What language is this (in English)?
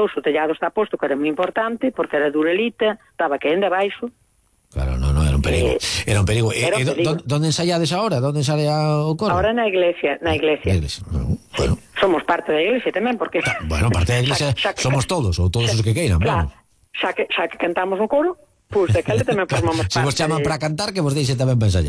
Galician